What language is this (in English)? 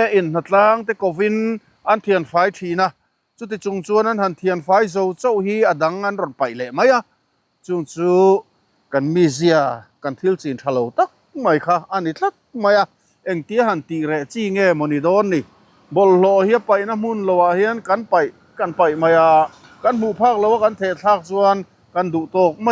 Mizo